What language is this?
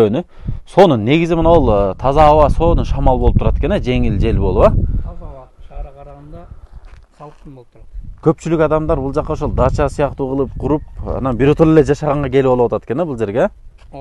Kyrgyz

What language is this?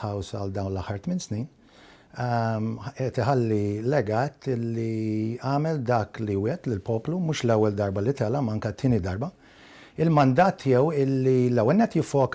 Maltese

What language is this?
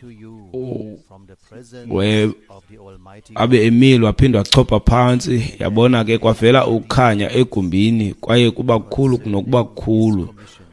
Xhosa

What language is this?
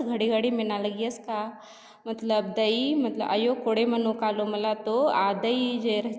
Kurukh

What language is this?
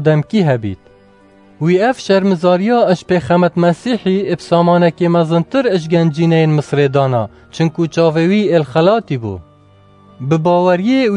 Kurdish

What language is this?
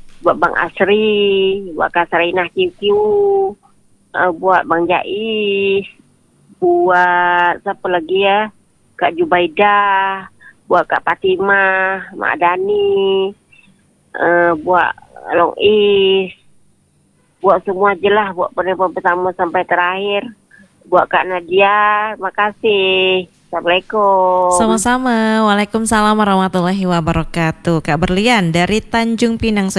Indonesian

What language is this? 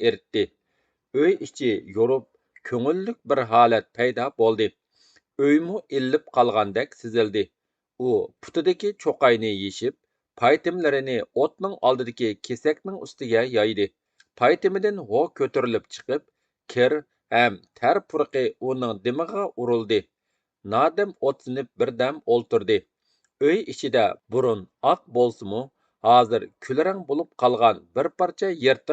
Uyghur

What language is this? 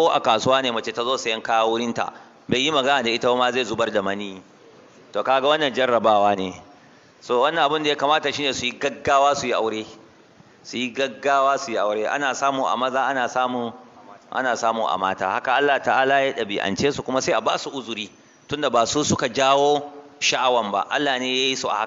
Hausa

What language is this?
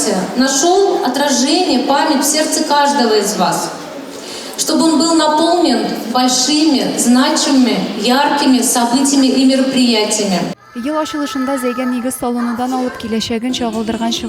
Tatar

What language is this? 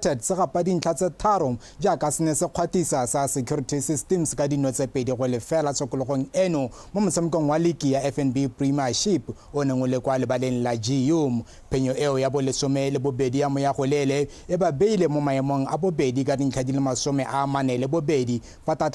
Tswana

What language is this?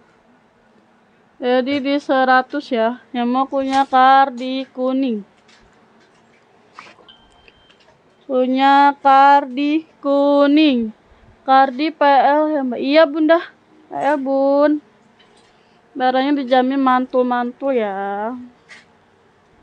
Indonesian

